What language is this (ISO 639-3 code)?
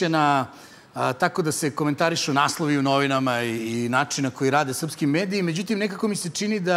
srp